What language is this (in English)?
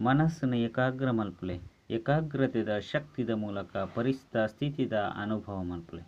Tulu